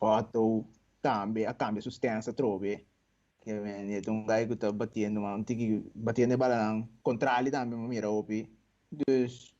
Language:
Papiamento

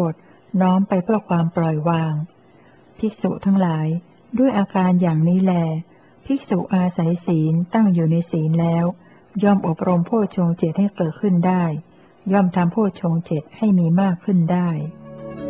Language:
Thai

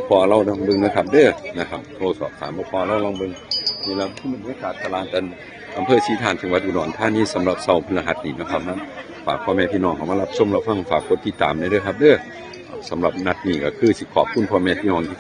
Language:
Northeastern Thai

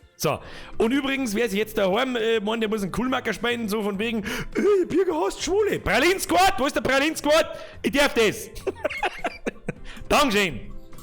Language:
Bavarian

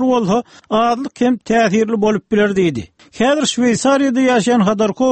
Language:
Turkmen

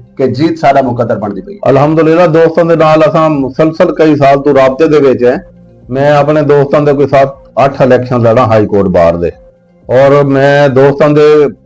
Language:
Saraiki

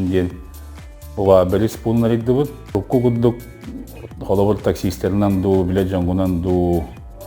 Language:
Yakut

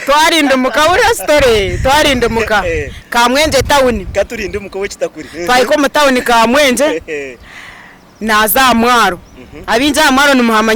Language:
Nyankole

